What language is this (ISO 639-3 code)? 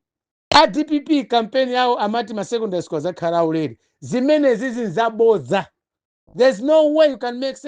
nya